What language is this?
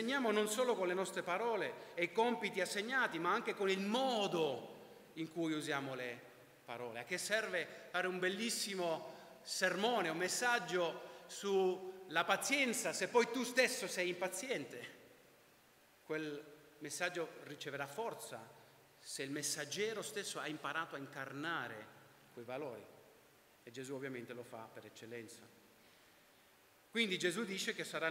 Italian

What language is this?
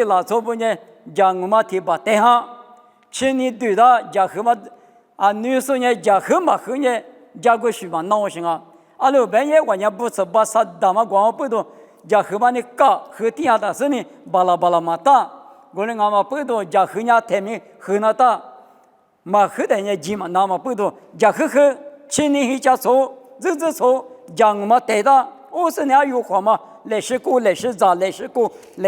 Lisu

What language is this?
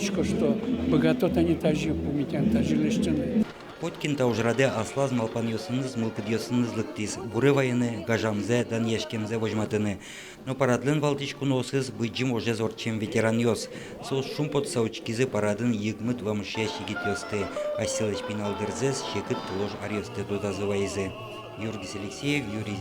Udmurt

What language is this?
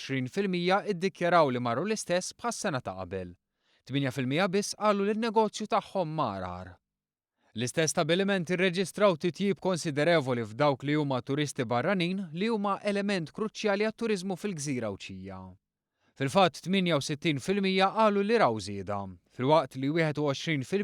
Maltese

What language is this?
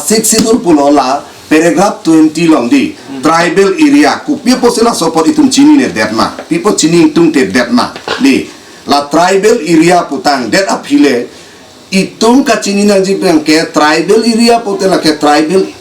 Karbi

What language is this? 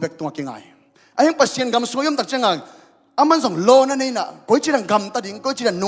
Tedim Chin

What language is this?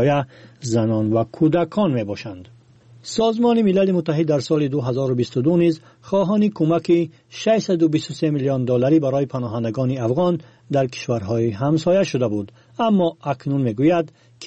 Persian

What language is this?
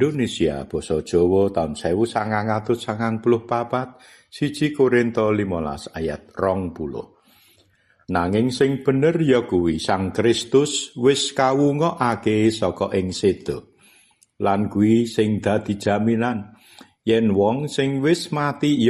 Javanese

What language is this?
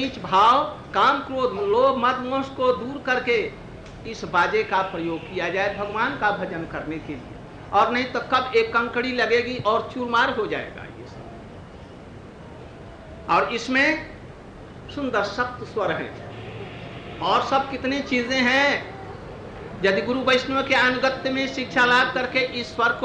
Hindi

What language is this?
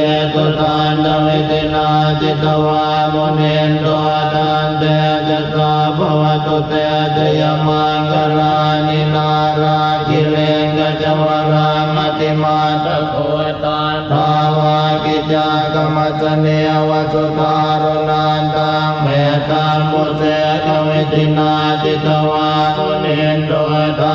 Pali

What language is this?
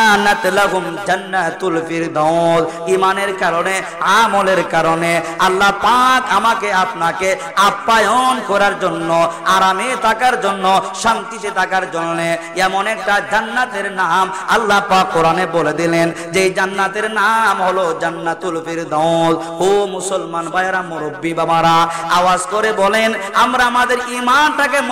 Bangla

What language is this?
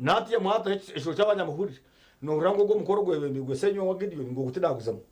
Nyankole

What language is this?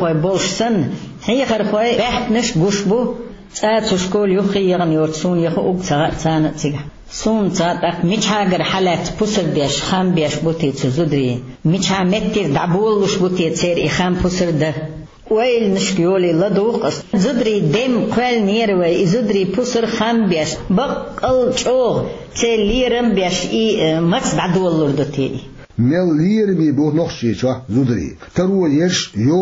Chechen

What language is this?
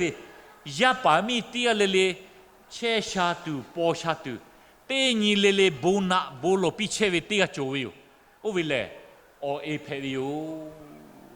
Lahu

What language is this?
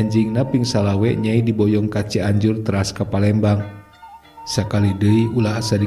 Sundanese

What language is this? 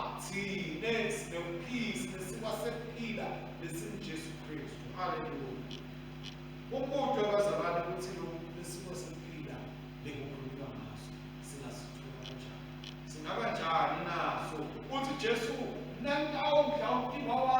Swati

